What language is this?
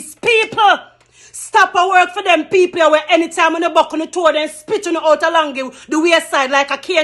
Jamaican Creole English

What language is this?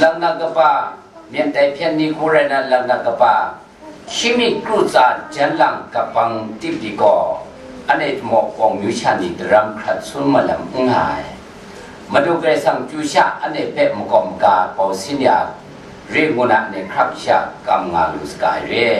Kachin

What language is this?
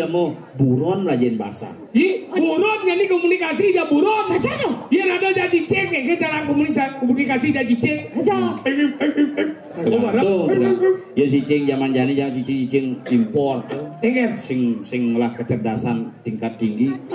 Balinese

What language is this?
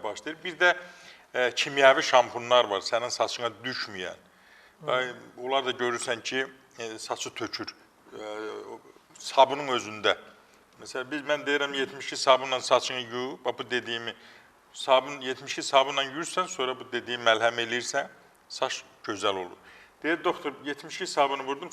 Azerbaijani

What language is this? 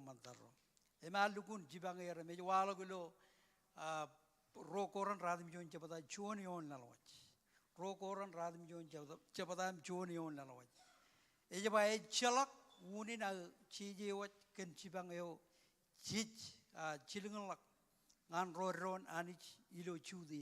Marshallese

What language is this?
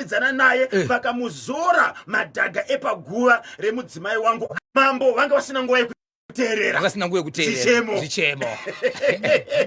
Shona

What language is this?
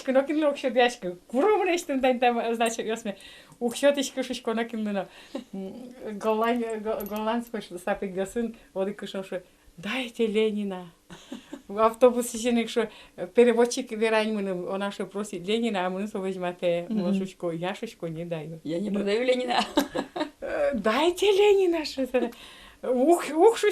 Udmurt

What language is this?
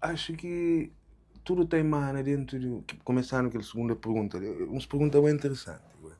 Kabuverdianu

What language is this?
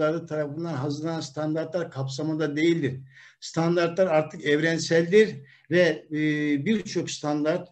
Turkish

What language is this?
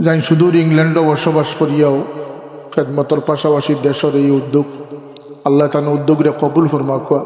Sylheti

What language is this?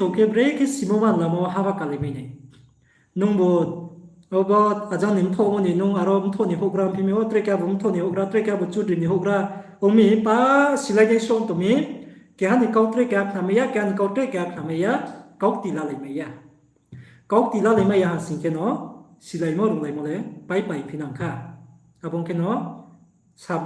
Riang (India)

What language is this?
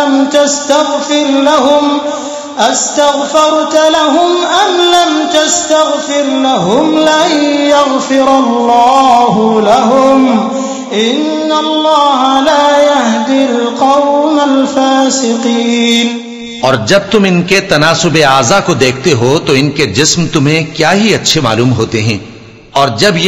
Urdu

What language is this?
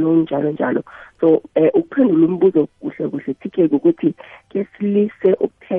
South Ndebele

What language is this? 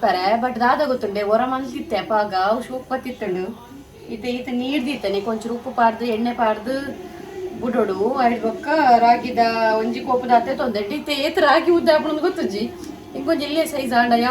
Tulu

